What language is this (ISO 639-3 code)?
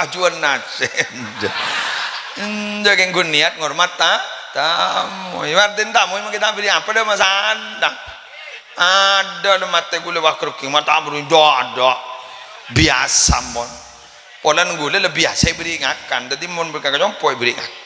mad